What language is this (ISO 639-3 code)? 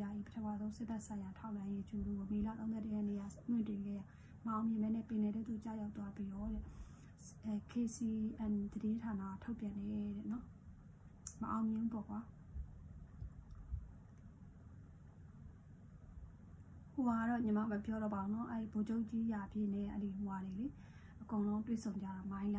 mya